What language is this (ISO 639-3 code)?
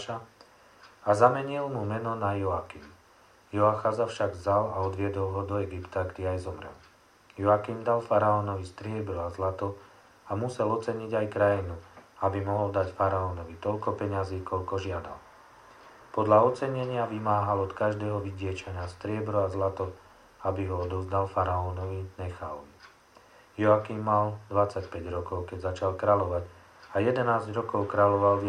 slk